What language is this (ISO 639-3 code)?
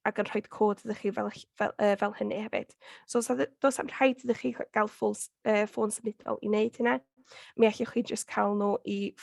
cym